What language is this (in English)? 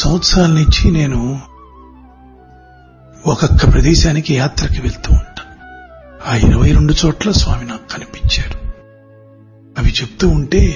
Telugu